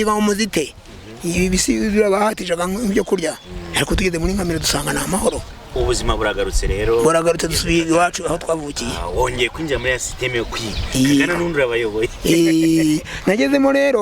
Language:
Kinyarwanda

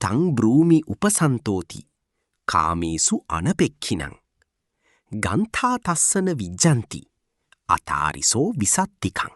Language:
Pali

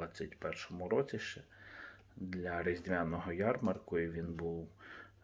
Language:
Ukrainian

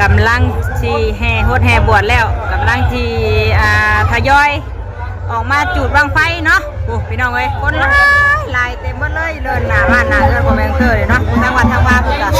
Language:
Northeastern Thai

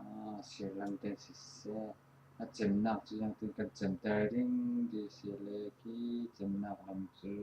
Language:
Falam Chin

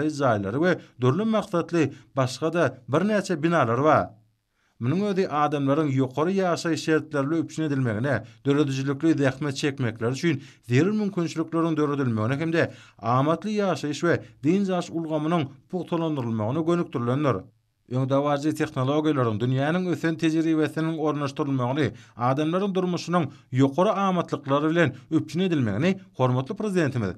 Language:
Turkmen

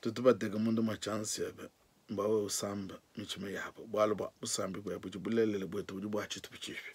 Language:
Luba-Lulua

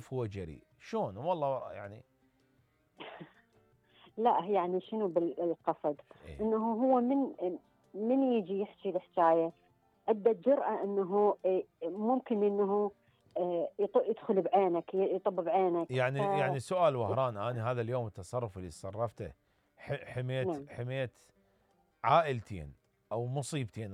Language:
Mesopotamian Arabic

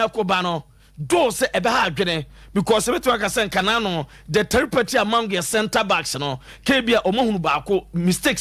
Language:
Akan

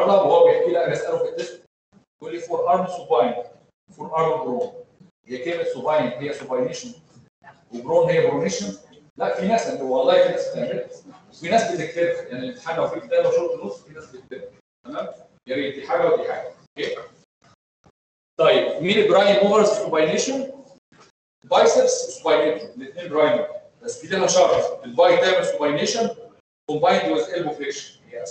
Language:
Egyptian Arabic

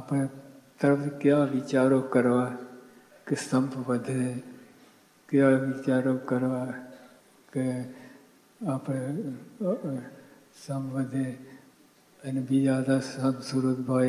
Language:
Gujarati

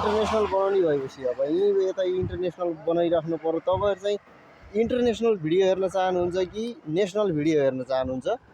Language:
Nepali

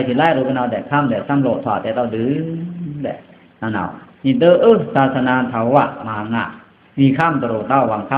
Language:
Pa'o Karen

